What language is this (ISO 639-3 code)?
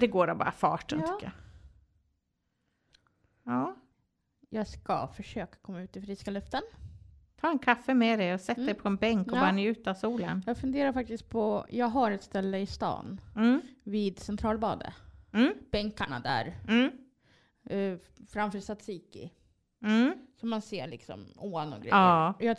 swe